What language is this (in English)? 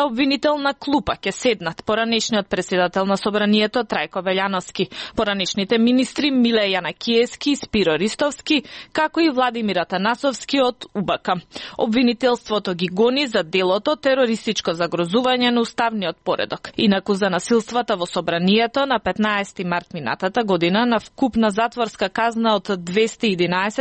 Macedonian